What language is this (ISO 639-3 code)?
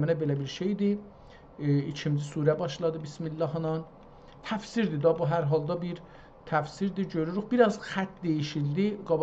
azb